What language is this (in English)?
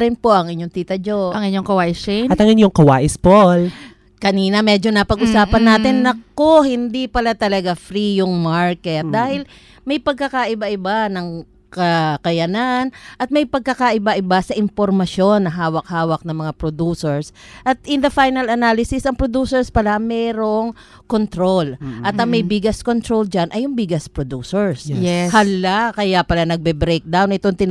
Filipino